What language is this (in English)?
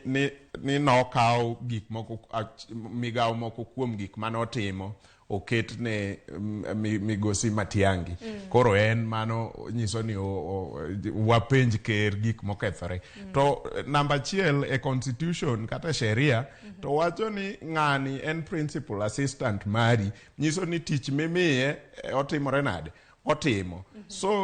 Luo (Kenya and Tanzania)